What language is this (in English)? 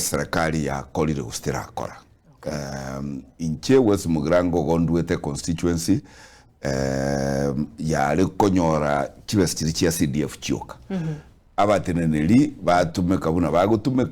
Gusii